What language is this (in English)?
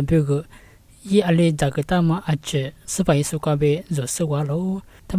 Lisu